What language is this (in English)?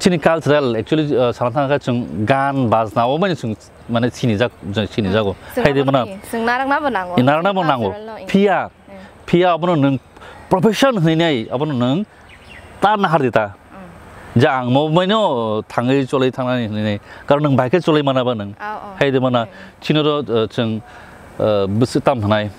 Kok Borok